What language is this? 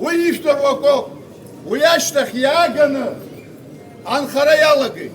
Abkhazian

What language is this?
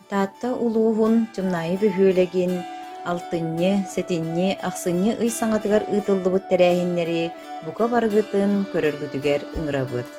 Yakut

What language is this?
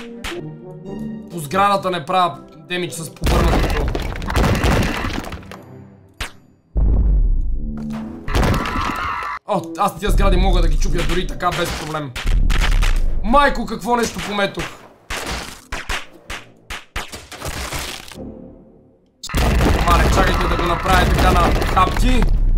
Bulgarian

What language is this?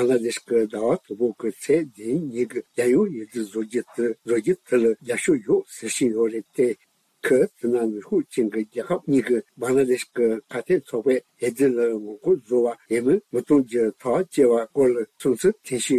Tibetan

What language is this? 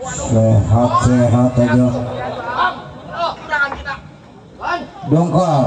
Betawi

